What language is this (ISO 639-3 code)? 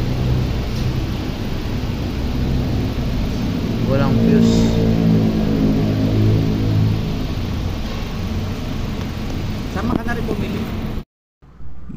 fil